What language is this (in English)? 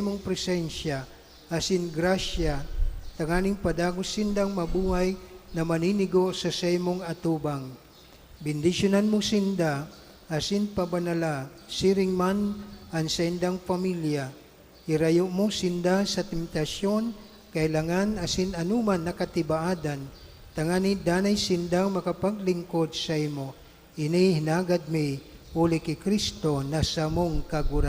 Bikol